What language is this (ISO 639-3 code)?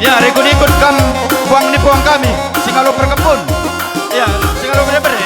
btx